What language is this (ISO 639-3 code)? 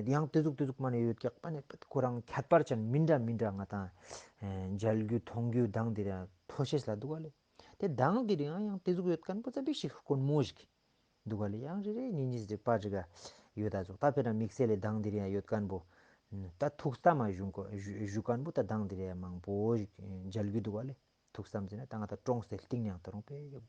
lbj